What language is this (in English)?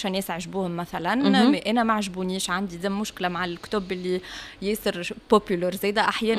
Tunisian Arabic